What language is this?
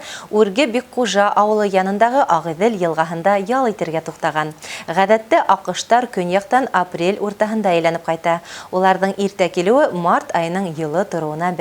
Bashkir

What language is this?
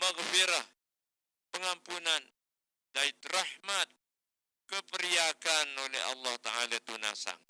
Sasak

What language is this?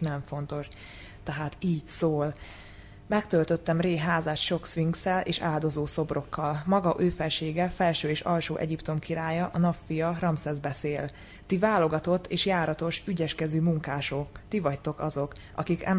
Hungarian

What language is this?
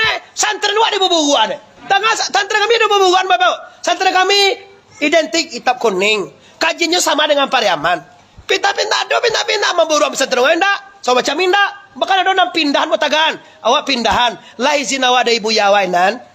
Minangkabau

